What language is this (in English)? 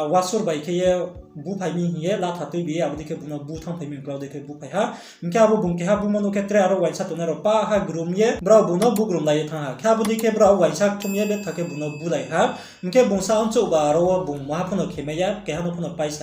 Riang (India)